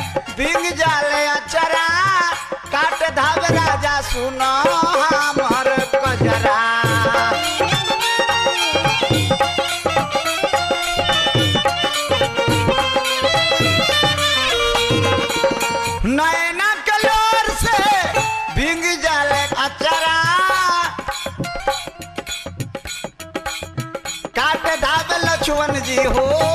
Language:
Bhojpuri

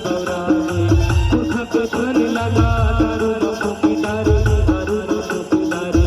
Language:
Chhattisgarhi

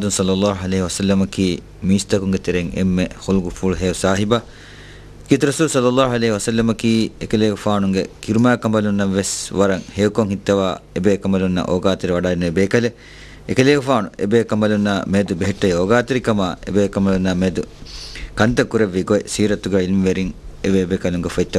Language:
Divehi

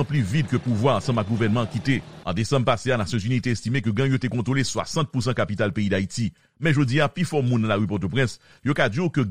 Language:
Haitian Creole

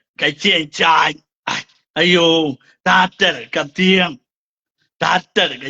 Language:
Nuer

